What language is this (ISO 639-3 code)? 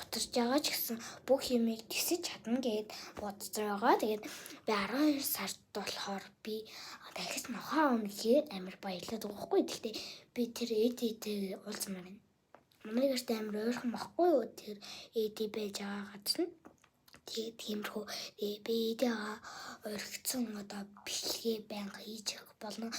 mon